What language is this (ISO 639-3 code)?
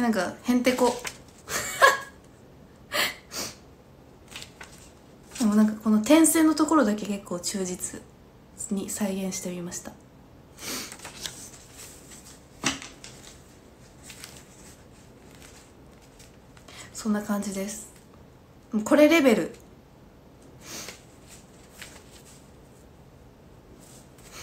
jpn